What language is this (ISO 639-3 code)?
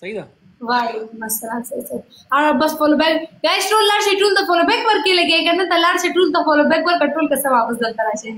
pus